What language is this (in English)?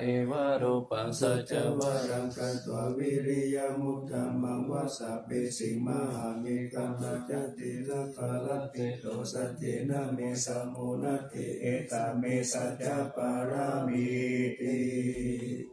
Pali